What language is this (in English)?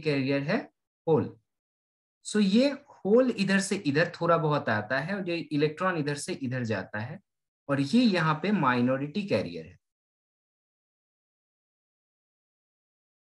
Hindi